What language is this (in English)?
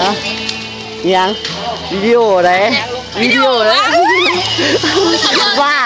Lao